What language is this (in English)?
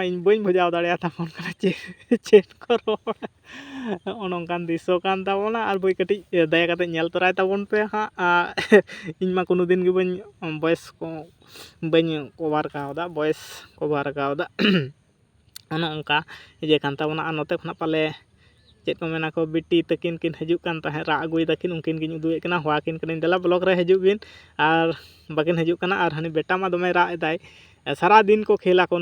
Santali